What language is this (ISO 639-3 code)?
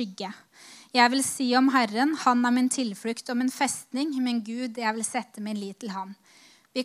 nor